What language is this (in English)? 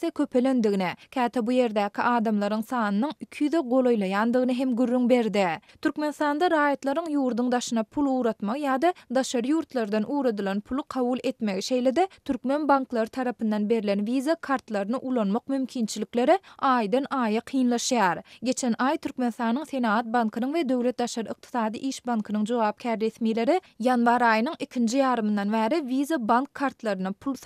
Turkmen